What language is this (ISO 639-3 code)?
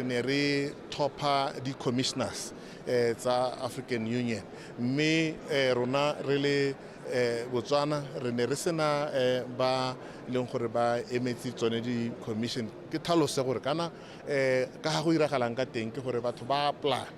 tsn